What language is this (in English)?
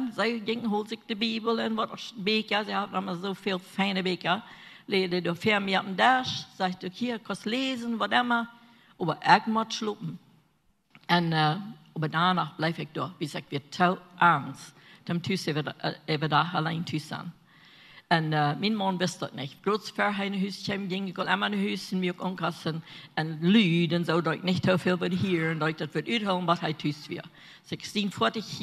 Plautdietsch